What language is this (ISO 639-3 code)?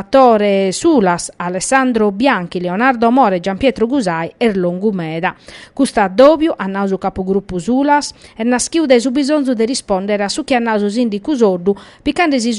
srd